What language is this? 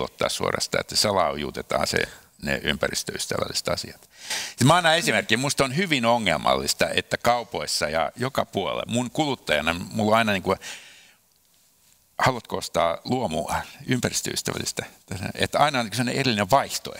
Finnish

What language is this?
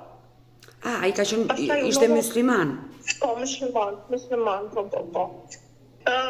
Albanian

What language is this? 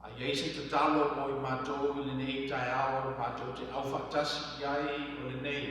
Samoan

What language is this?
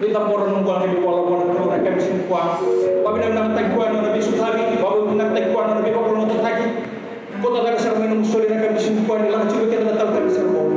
Fijian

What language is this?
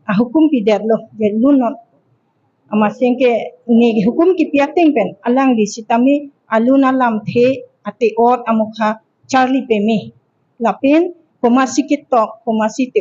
Karbi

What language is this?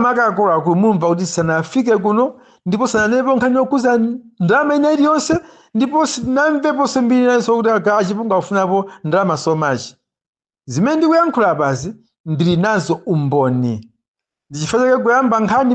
Nyanja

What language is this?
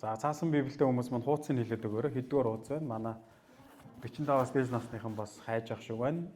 Mongolian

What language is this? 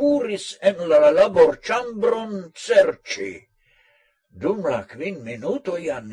Esperanto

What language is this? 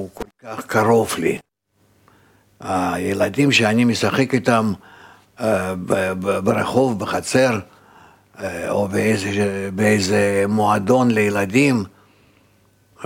Hebrew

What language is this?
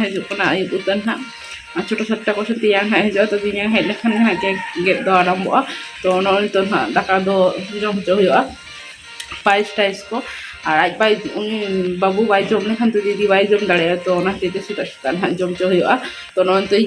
Santali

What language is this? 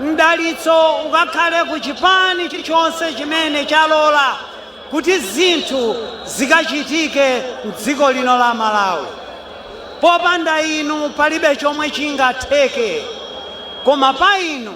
Nyanja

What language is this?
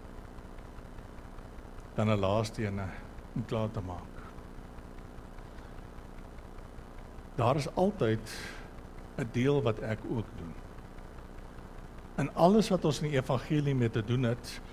Afrikaans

